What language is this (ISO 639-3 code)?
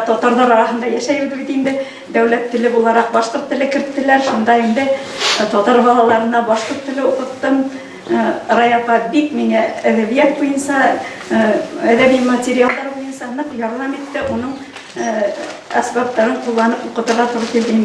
bak